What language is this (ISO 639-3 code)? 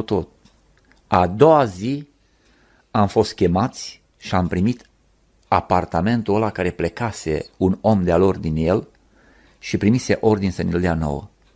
ron